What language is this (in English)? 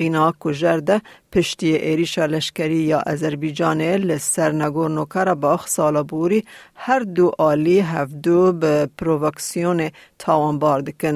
Kurdish